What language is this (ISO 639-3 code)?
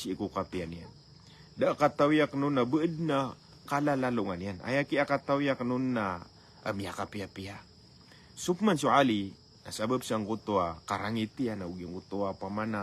mrw